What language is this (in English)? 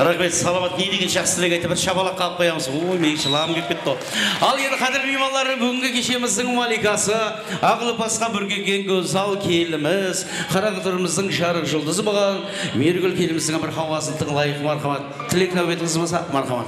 Kara-Kalpak